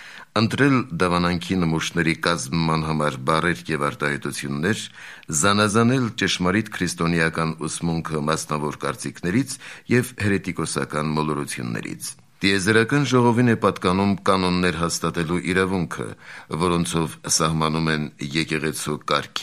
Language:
Armenian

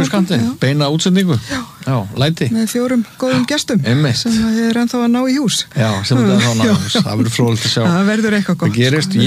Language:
Icelandic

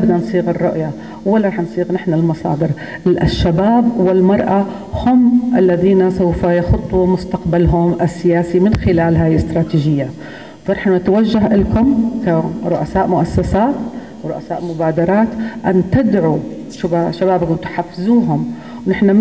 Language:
North Levantine Arabic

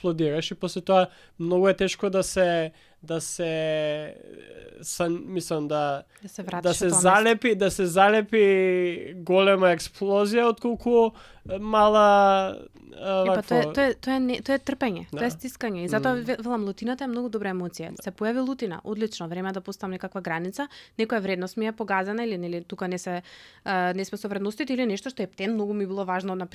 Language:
Macedonian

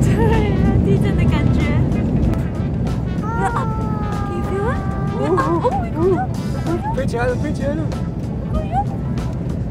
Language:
Chinese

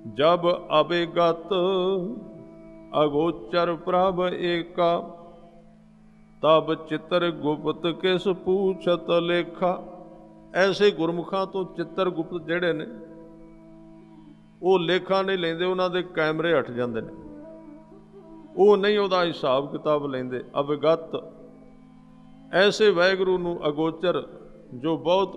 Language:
Punjabi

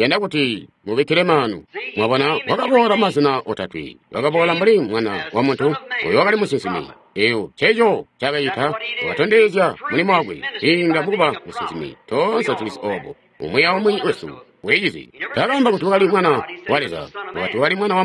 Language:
Tonga (Zambia)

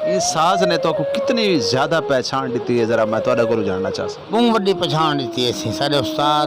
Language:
Saraiki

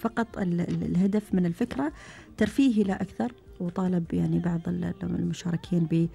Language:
Gulf Arabic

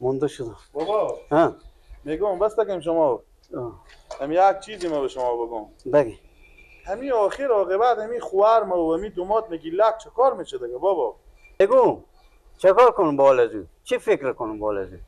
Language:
Persian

